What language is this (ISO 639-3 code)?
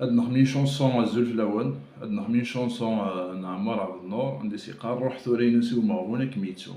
kab